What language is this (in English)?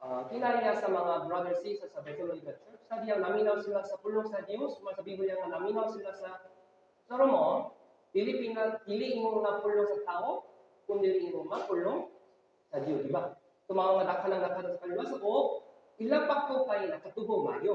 Cebuano